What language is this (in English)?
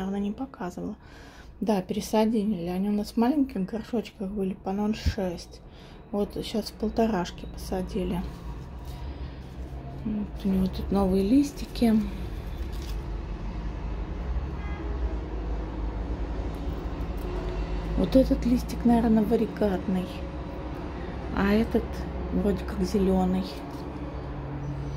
Russian